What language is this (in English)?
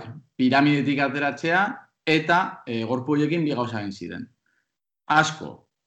Basque